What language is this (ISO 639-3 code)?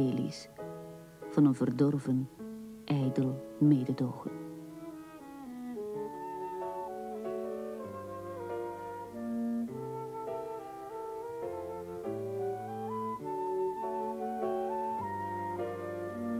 nld